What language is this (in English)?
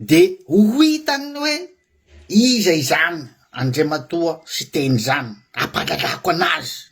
Malagasy